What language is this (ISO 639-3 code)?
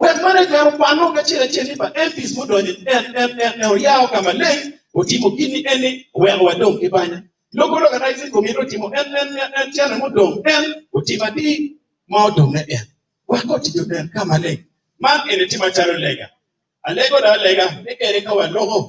ach